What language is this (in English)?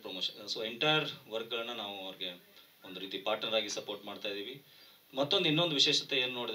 Kannada